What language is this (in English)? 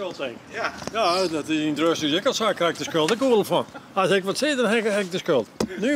Western Frisian